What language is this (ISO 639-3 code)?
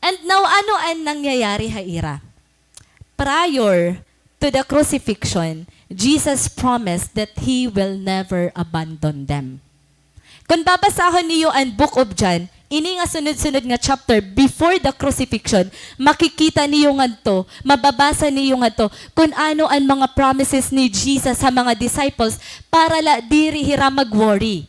war